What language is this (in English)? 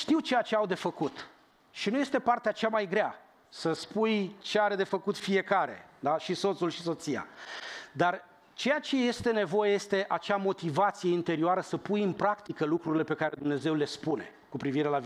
Romanian